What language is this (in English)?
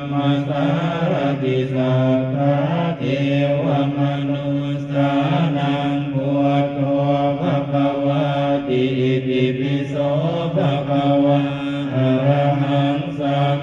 Pali